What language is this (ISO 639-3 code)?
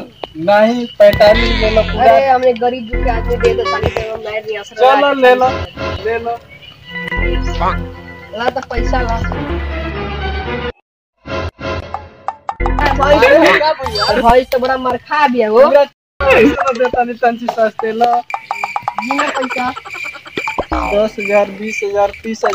bho